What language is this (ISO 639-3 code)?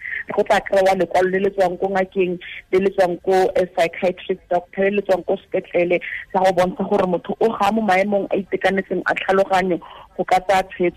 tsn